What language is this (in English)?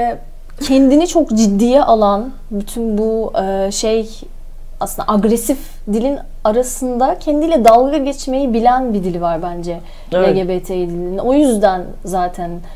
Turkish